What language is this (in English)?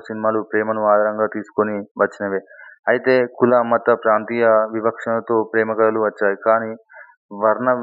Telugu